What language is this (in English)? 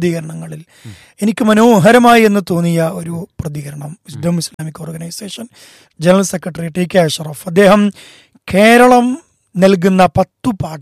Malayalam